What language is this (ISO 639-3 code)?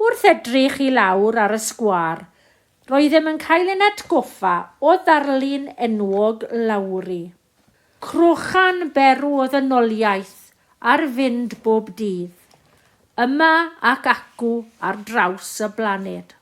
cym